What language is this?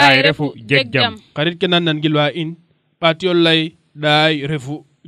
Serer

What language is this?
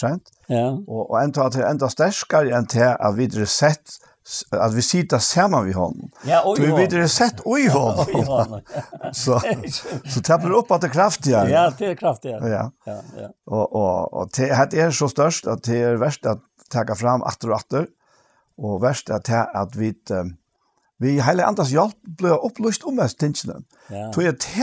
Faroese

